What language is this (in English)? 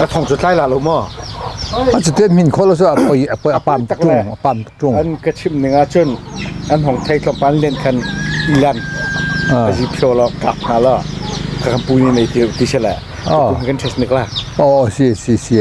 Hakha Chin